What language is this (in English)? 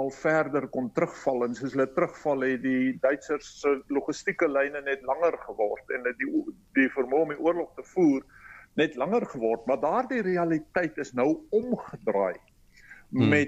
Afrikaans